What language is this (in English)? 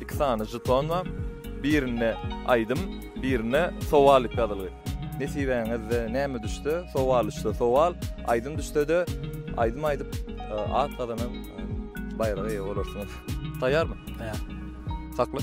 Turkmen